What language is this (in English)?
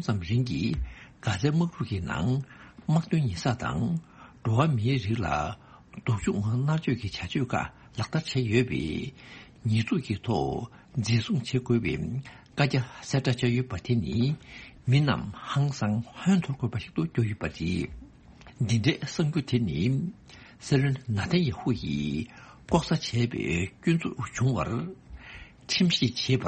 Tibetan